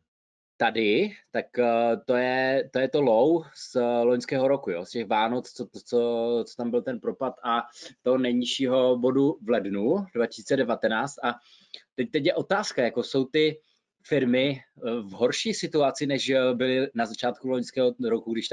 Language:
Czech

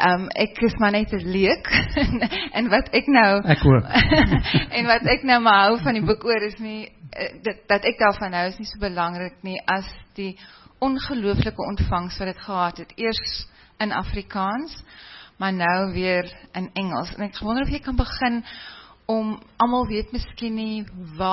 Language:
Afrikaans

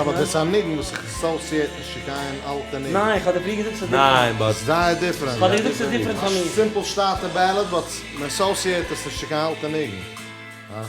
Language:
Yiddish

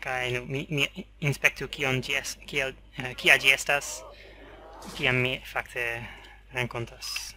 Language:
Esperanto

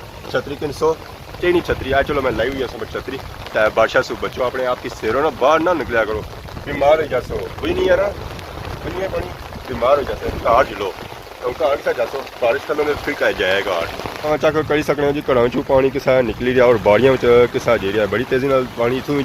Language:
Pahari-Potwari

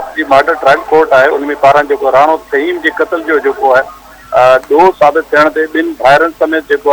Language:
Sindhi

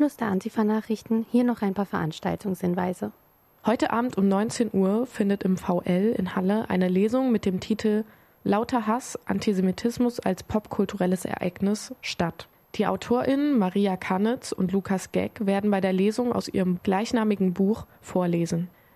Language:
German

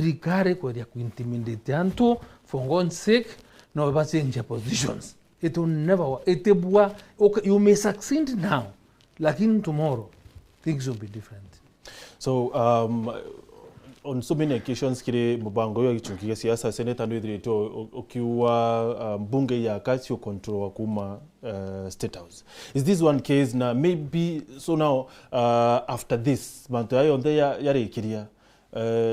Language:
Meru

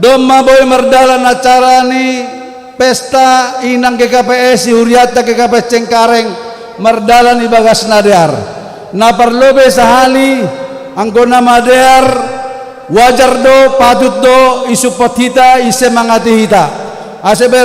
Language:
Batak Simalungun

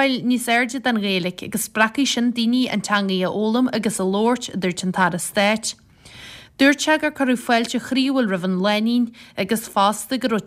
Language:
Irish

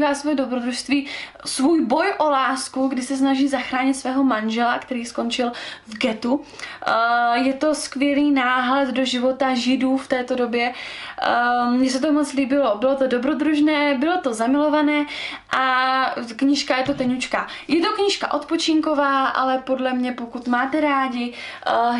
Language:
Czech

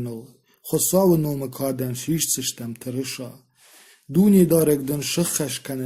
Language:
Ossetic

